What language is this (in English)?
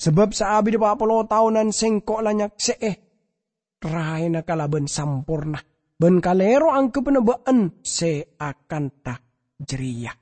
Madurese